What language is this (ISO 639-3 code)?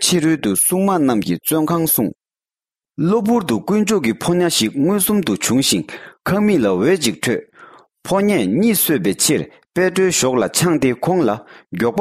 bod